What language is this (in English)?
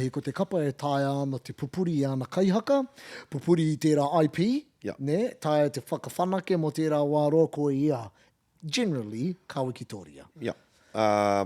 Māori